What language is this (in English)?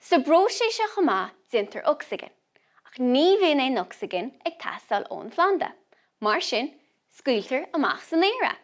Irish